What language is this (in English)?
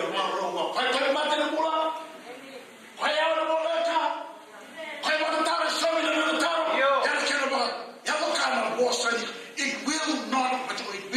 Fijian